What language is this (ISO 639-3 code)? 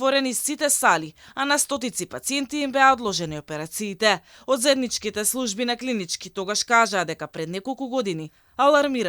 mkd